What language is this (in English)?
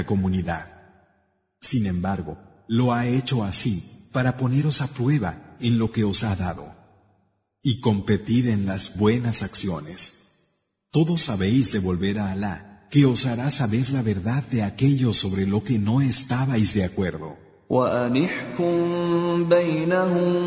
Spanish